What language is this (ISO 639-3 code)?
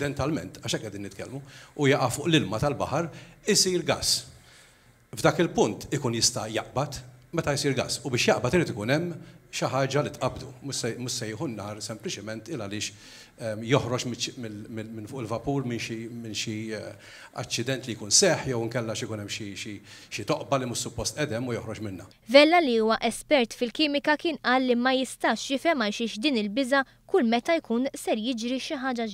mlt